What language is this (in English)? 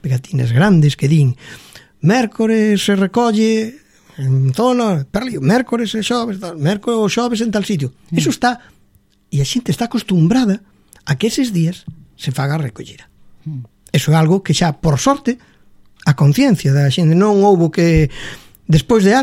Galician